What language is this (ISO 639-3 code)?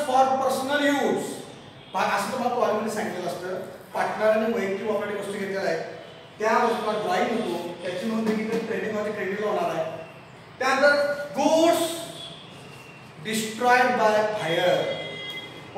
mar